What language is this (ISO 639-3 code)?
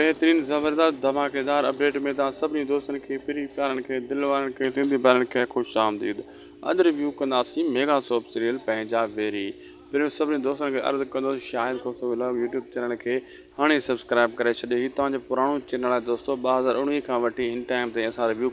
snd